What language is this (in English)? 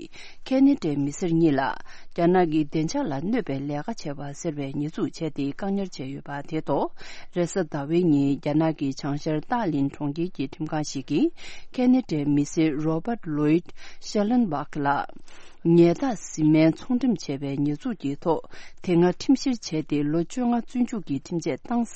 Tibetan